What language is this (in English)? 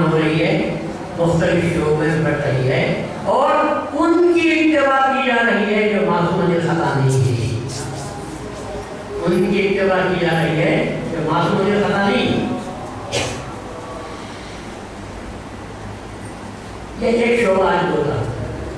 Urdu